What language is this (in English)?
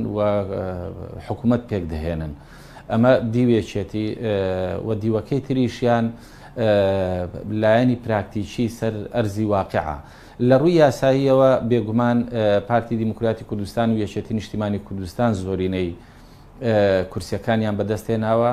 Central Kurdish